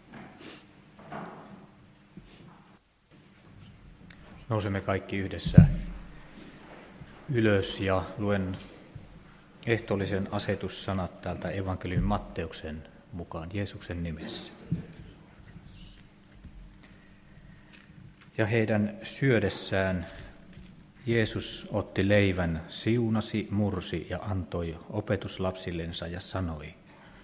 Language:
Finnish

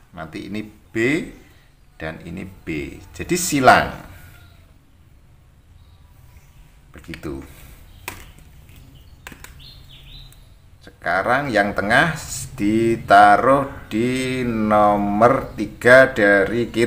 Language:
Indonesian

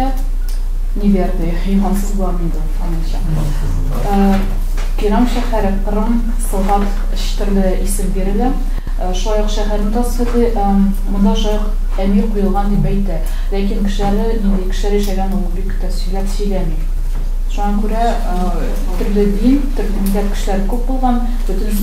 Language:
Tatar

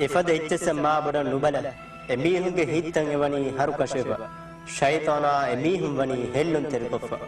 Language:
Divehi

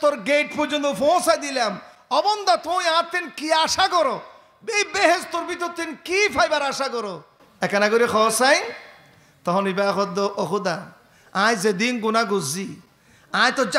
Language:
Rohingya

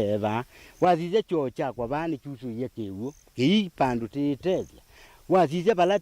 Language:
Kamba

